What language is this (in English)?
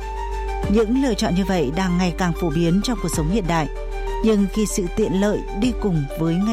Vietnamese